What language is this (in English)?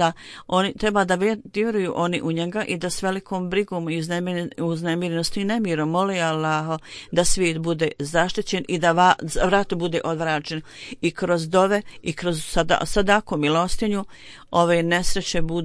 Bosnian